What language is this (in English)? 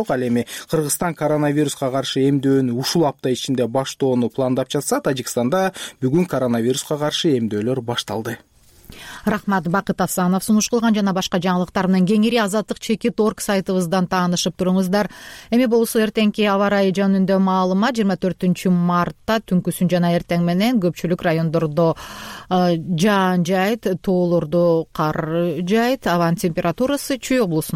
Kyrgyz